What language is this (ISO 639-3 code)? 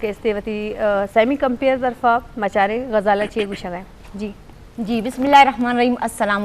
bgp